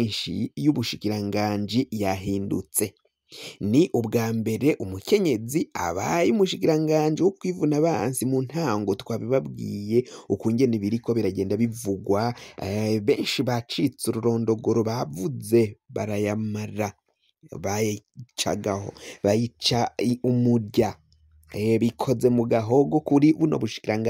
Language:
Rundi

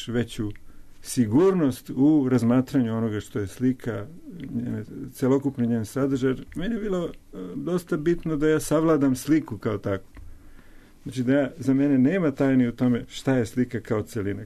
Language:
Serbian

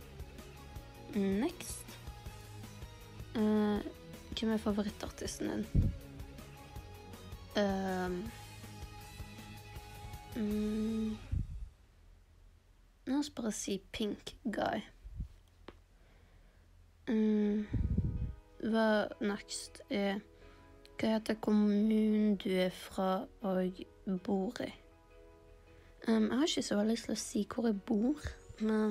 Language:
Norwegian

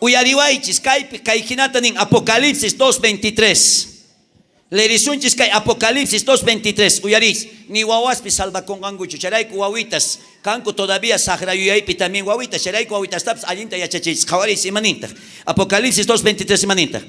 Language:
South Bolivian Quechua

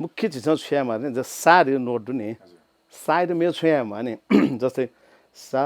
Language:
Newari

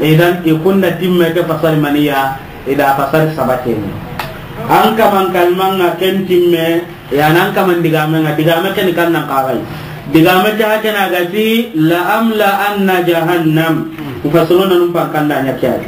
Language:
Soninke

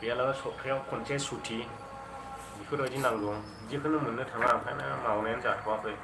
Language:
Bodo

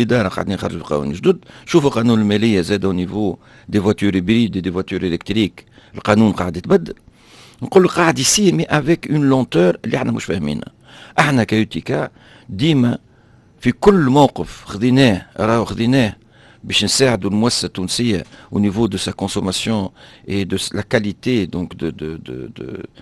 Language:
Tunisian Arabic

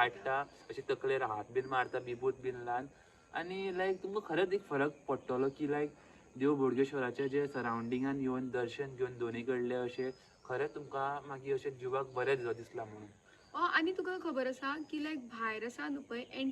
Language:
Konkani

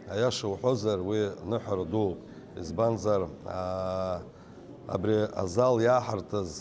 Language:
Abkhazian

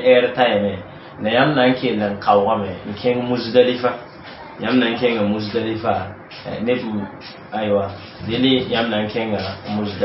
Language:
Mossi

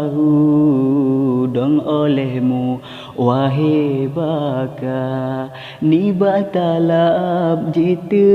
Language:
Achinese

